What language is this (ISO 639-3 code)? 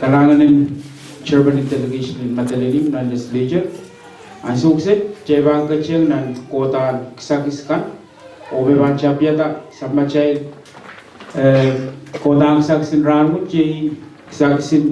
pon